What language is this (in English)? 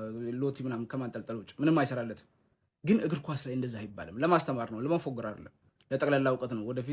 Amharic